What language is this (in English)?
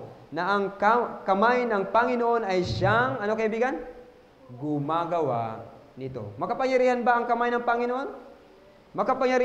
Filipino